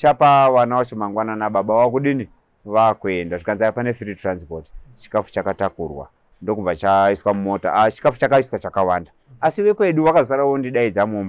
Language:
Shona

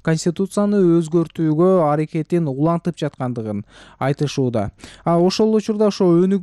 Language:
Kyrgyz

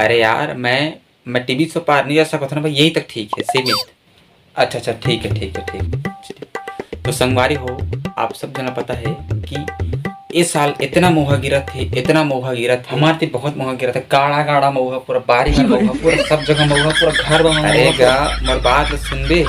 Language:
Chhattisgarhi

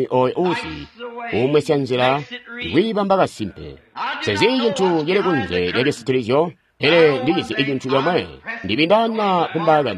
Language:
Tonga (Zambia)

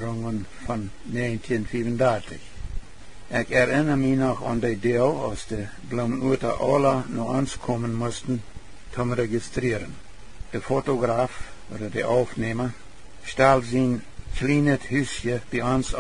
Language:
Plautdietsch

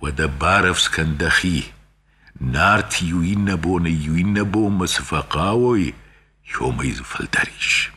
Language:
Ossetic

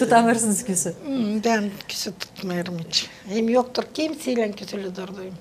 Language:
Gagauz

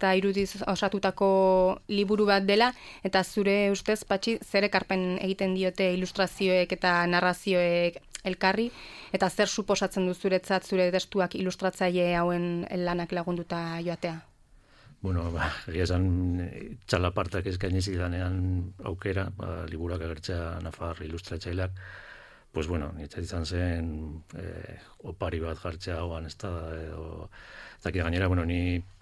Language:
Basque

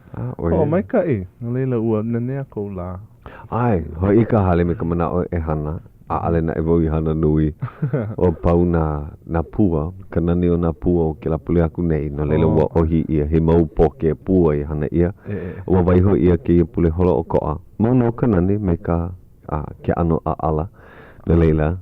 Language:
Hawaiian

